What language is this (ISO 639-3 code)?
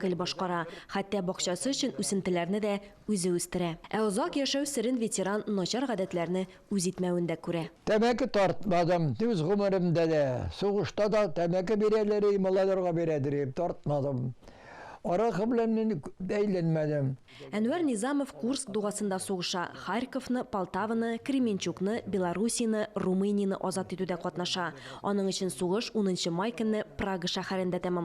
tat